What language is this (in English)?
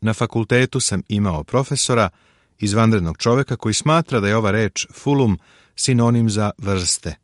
Serbian